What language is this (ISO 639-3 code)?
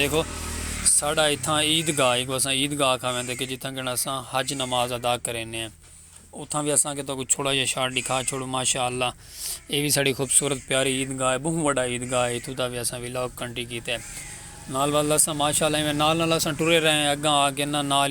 skr